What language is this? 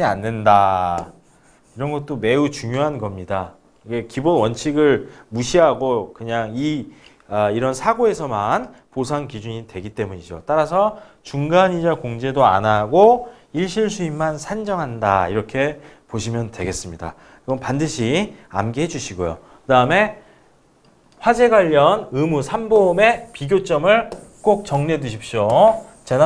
Korean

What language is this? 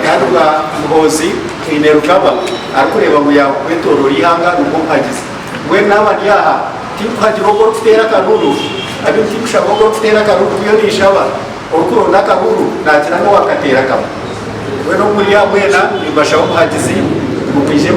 Nyankole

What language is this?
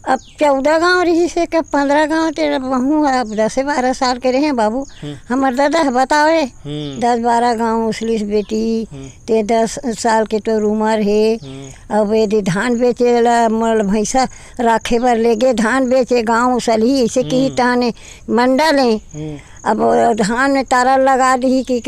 Chhattisgarhi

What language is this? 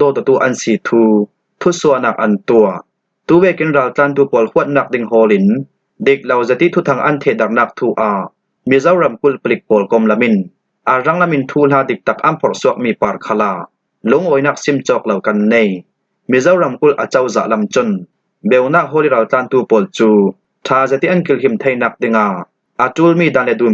Falam Chin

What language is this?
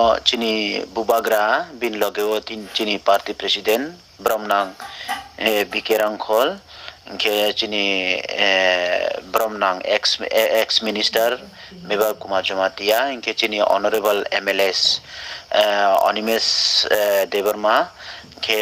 Riang (India)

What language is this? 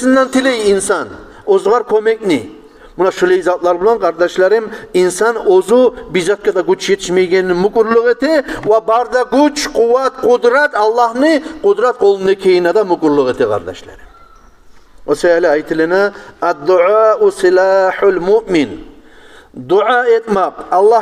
Kumyk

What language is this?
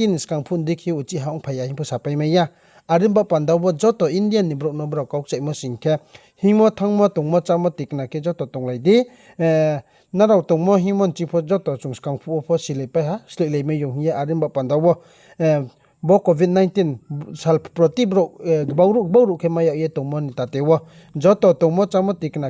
Riang (India)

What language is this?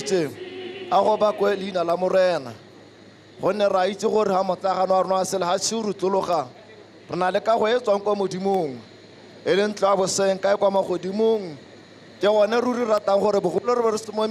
Tswana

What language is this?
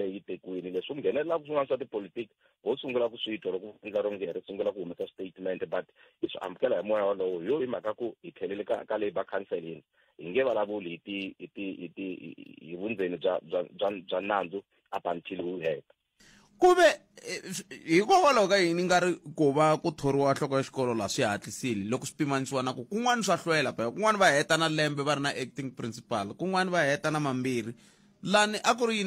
Tsonga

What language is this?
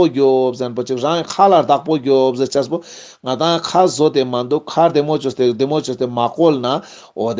Ladakhi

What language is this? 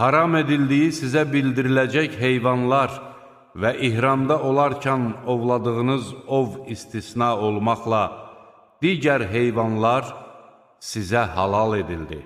Azerbaijani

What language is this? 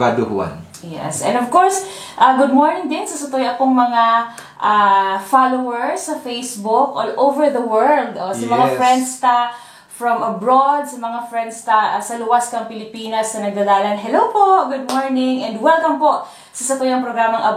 Bikol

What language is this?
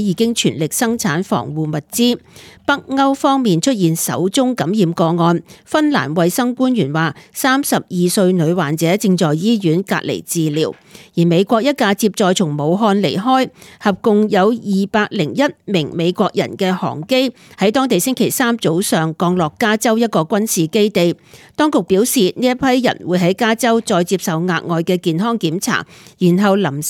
Cantonese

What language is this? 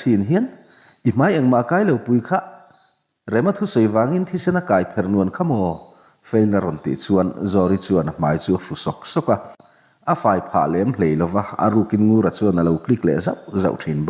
Mizo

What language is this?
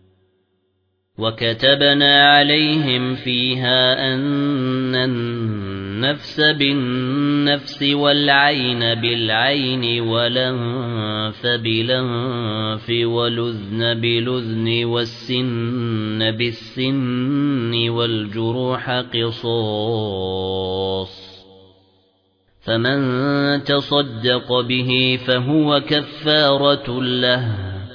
Arabic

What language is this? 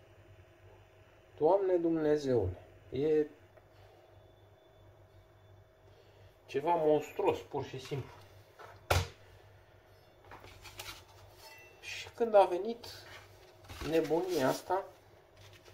Romanian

